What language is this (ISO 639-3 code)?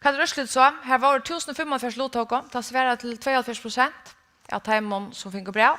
fao